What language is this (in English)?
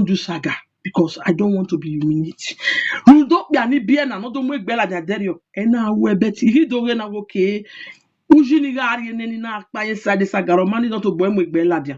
Nigerian Pidgin